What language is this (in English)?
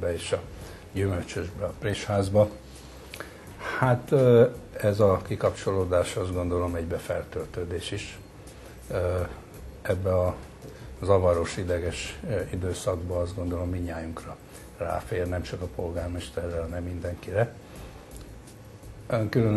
Hungarian